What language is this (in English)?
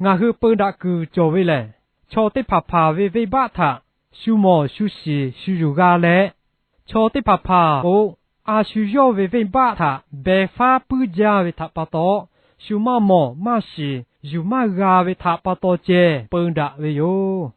Lahu